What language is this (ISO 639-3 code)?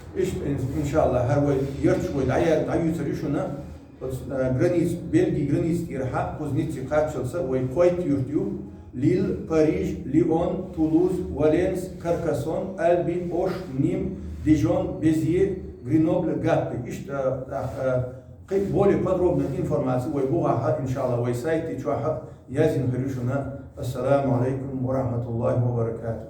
che